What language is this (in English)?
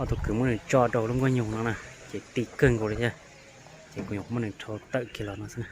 Hmong